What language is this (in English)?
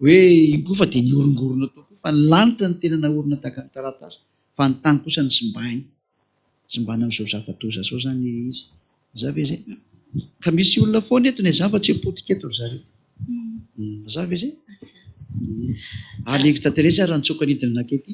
Malagasy